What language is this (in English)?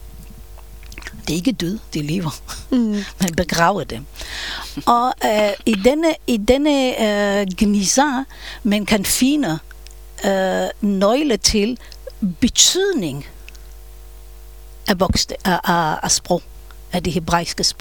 Danish